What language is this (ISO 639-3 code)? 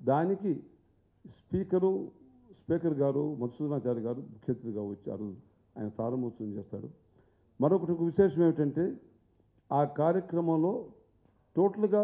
tel